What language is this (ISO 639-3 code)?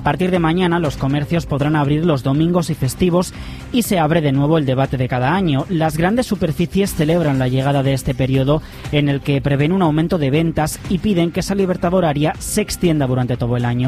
spa